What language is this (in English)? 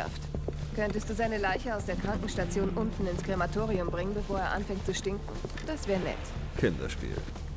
Bavarian